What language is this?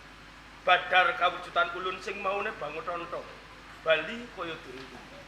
Javanese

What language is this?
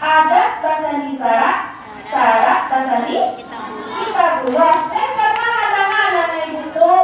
Minangkabau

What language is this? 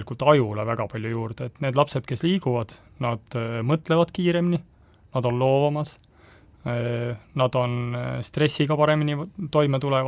Estonian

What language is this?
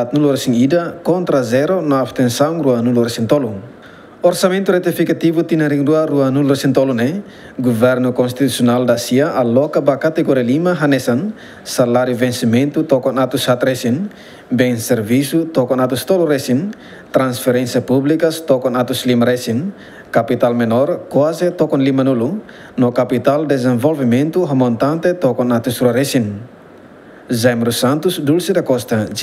Tetum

